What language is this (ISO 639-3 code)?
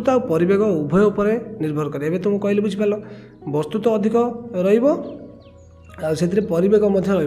ori